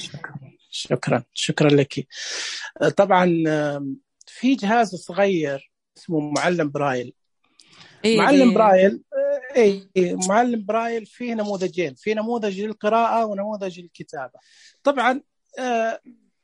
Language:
Najdi Arabic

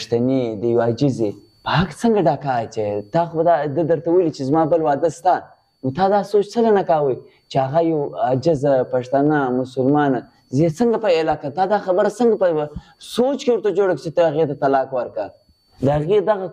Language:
Pashto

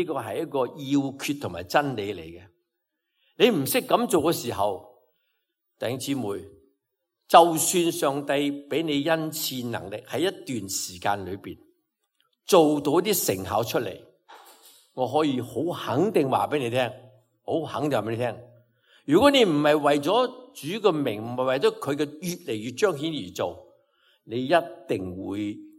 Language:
Cantonese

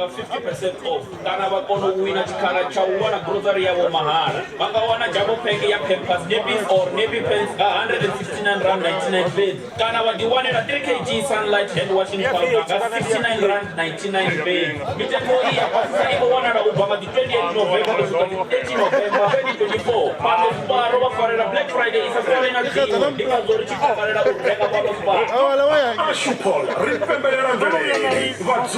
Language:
Venda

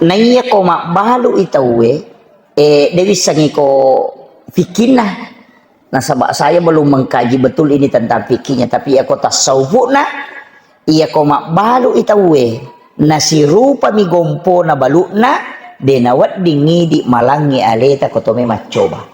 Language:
Buginese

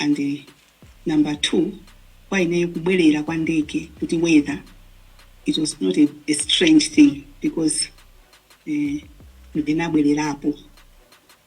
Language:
Nyanja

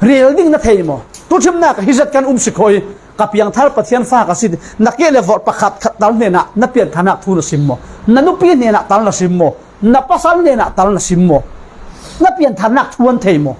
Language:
Falam Chin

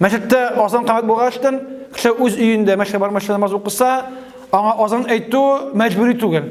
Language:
Tatar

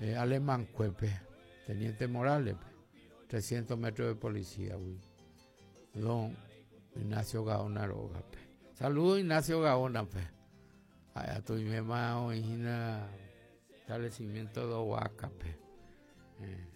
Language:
Guarani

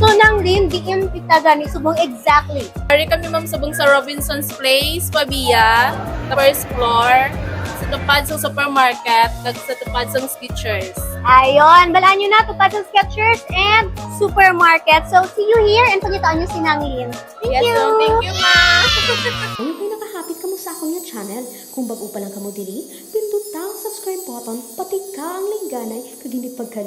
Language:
Hiligaynon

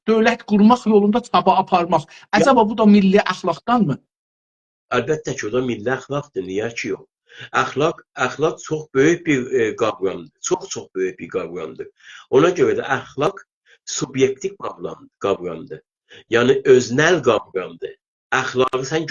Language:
South Azerbaijani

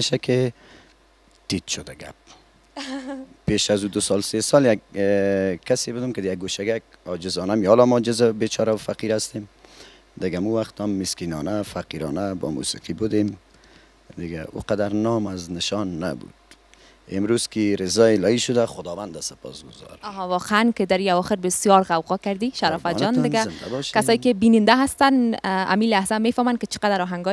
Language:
Persian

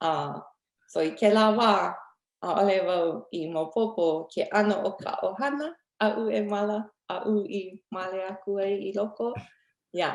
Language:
Hawaiian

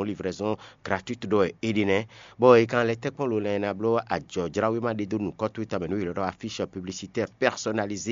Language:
Fon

